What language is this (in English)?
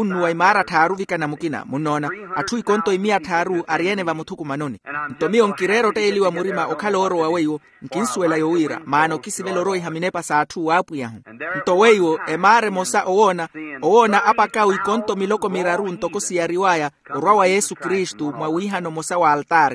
Makhuwa